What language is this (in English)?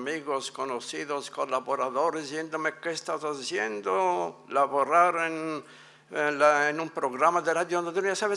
Ladino